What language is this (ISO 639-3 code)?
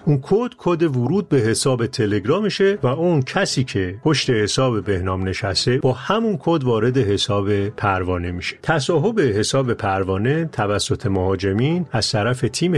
fas